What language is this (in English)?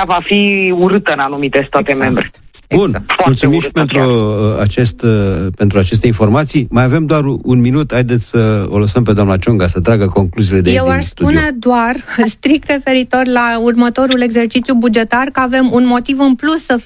Romanian